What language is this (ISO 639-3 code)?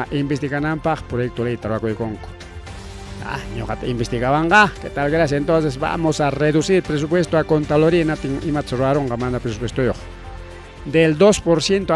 quy